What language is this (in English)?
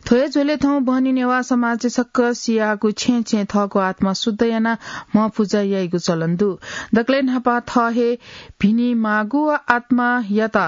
Newari